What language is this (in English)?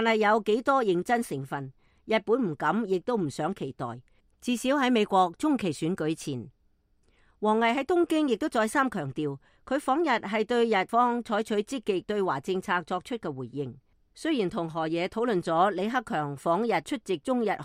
Cantonese